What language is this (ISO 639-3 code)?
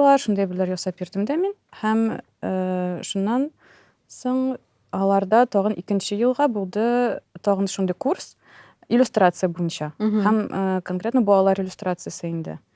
tat